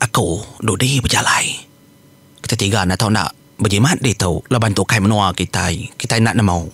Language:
Iban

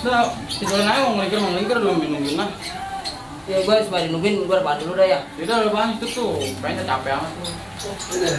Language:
Betawi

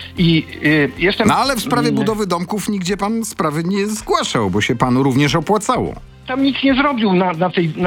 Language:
Polish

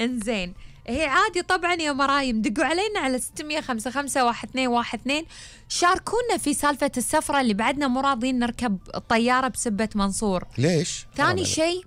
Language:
Gulf Arabic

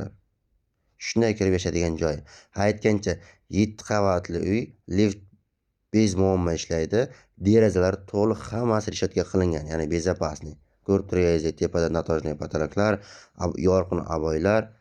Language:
Uzbek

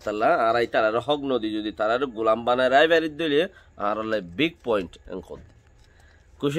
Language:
Rohingya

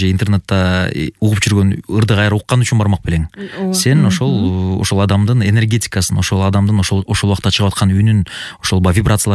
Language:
Kyrgyz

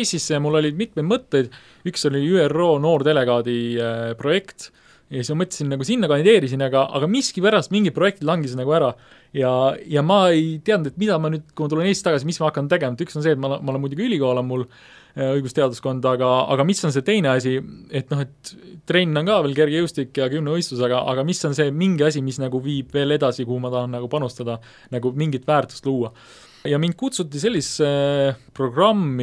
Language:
Estonian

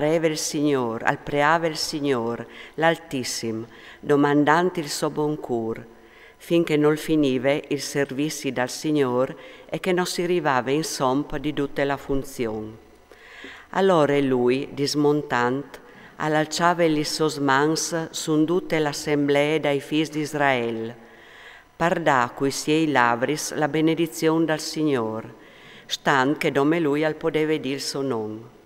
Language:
Friulian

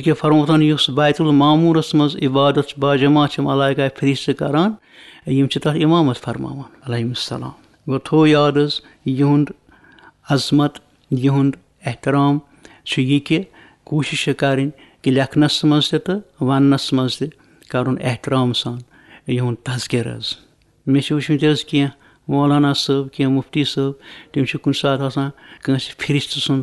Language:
Kashmiri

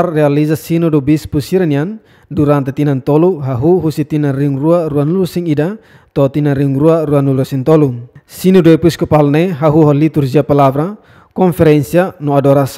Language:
Tetum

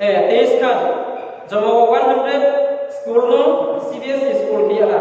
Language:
Riang (India)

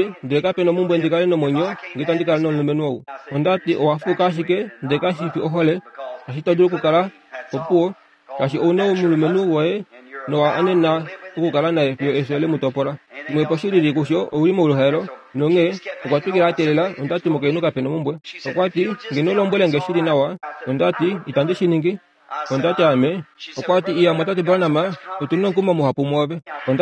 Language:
Kuanyama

